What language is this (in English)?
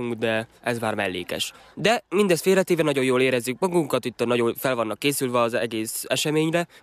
Hungarian